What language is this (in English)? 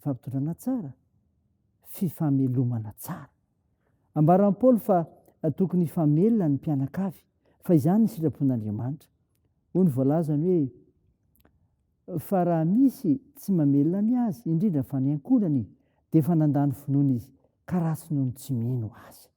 Malagasy